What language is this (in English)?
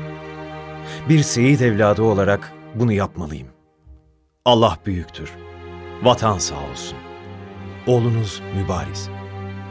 Turkish